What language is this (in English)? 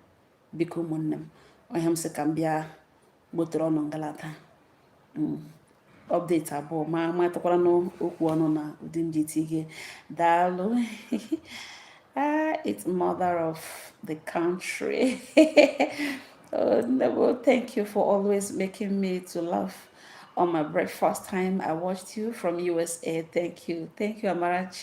Igbo